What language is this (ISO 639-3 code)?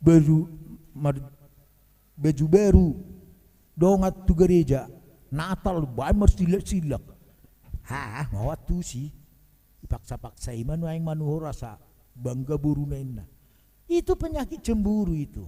bbc